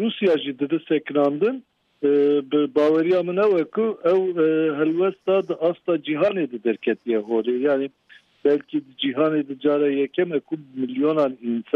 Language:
Kurdish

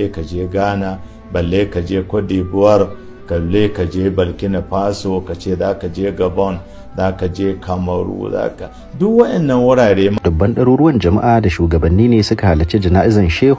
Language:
Hausa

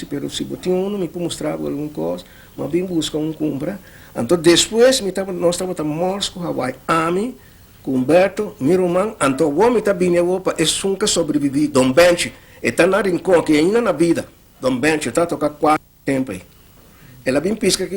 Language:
Papiamento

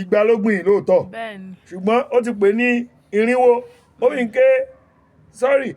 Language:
Yoruba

